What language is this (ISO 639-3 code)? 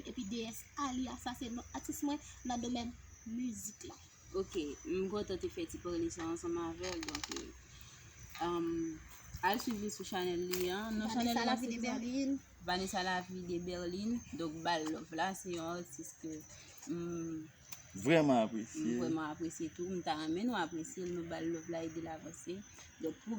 hat